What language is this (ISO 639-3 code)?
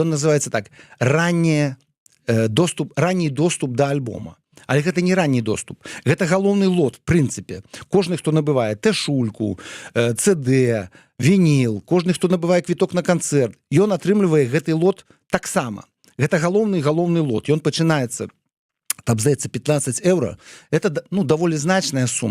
bel